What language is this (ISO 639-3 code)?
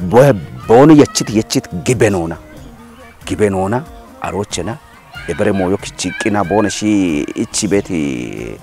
kbr